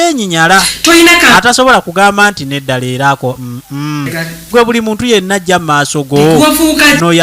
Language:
Ganda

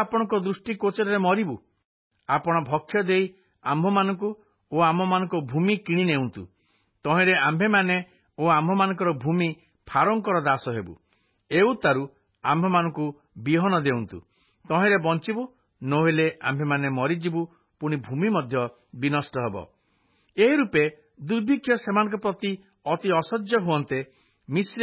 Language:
Odia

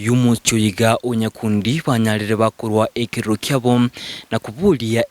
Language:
Gusii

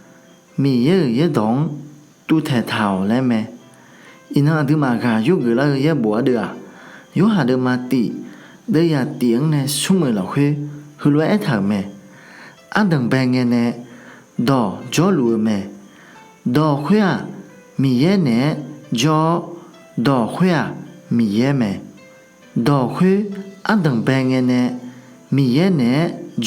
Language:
Akha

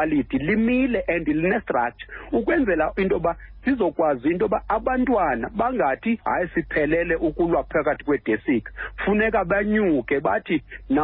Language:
Xhosa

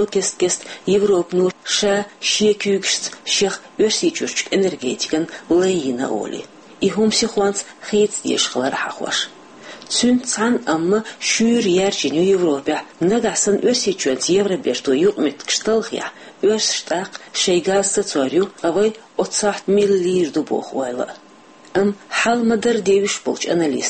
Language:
Chechen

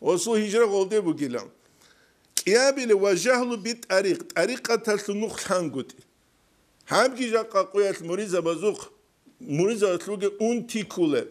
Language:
Avaric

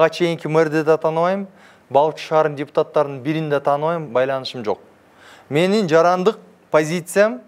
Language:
Kyrgyz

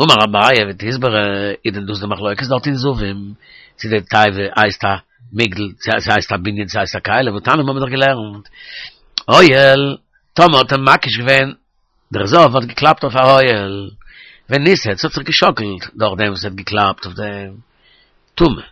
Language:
Yiddish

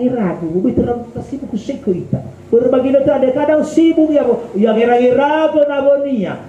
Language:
Nias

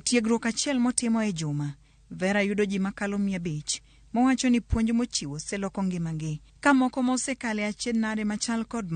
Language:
Luo (Kenya and Tanzania)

